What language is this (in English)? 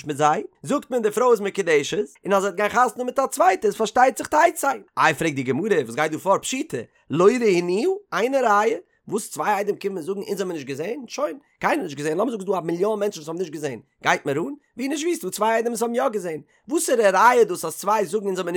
Yiddish